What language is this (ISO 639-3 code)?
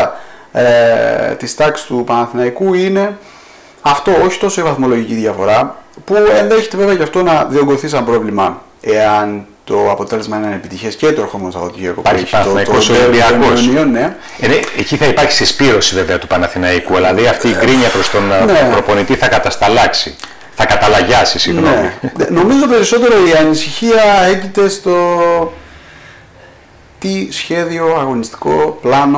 ell